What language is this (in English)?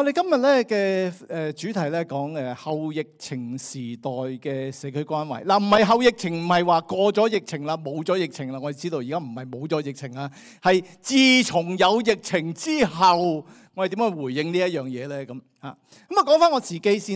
Cantonese